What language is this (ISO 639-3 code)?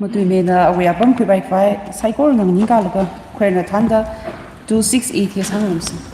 nmf